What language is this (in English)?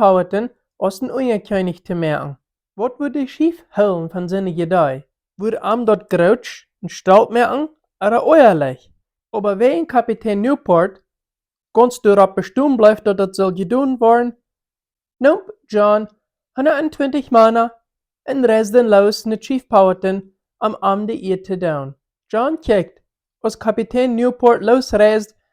Plautdietsch